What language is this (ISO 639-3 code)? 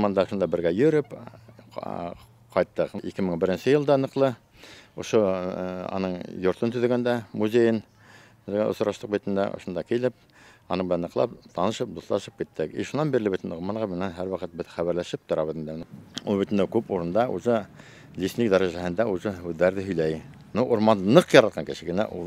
bak